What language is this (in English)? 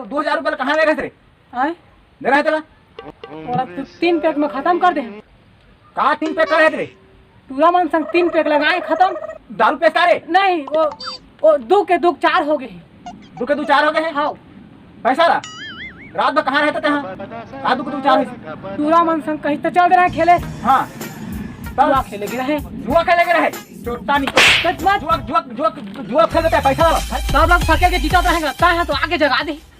Chhattisgarhi